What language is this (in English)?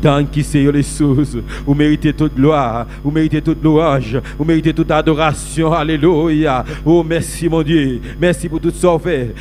Papiamento